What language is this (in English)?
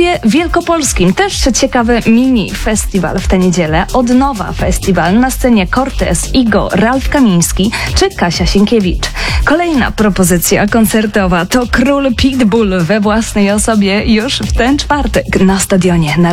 Polish